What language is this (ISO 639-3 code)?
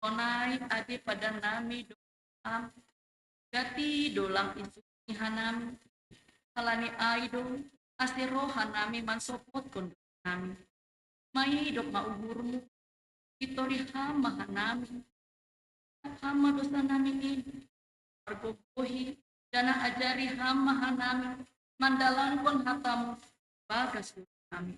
bts